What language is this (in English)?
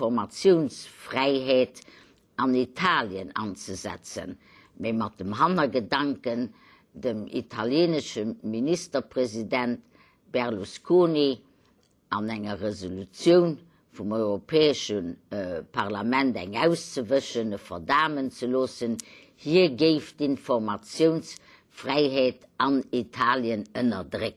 Luxembourgish